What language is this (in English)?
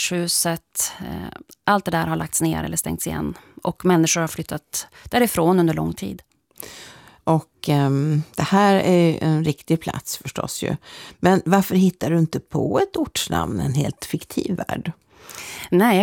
Swedish